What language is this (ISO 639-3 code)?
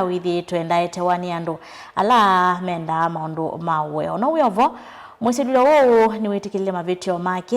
kam